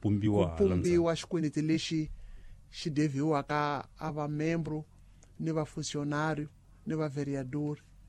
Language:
Tsonga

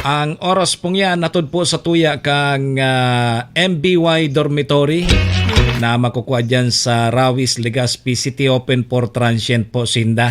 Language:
Bikol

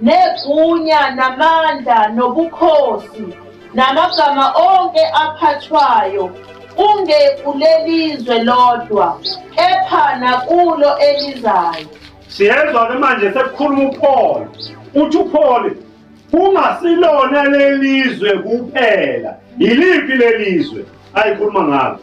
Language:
Zulu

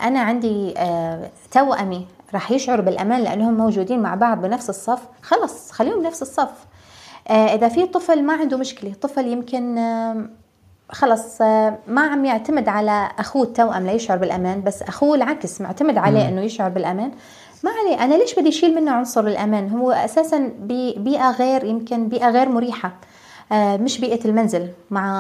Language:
North Levantine Arabic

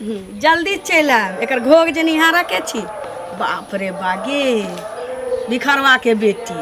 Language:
Maithili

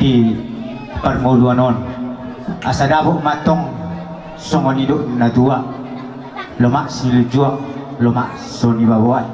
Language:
Batak Toba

